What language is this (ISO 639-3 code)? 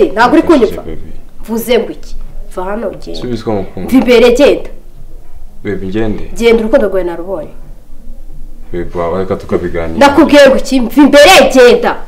kin